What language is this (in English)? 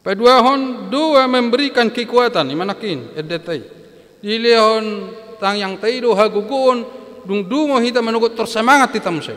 Batak Toba